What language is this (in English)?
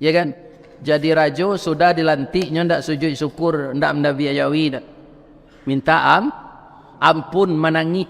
Minangkabau